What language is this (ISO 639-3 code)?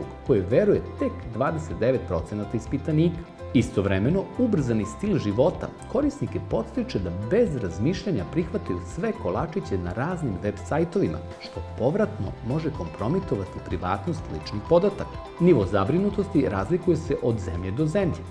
srp